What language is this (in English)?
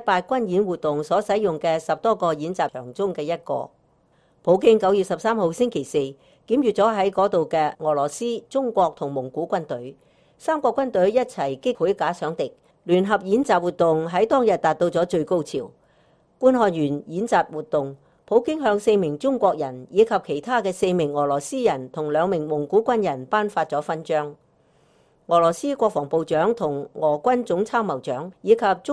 Cantonese